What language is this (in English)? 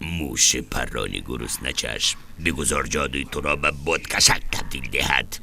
Tajik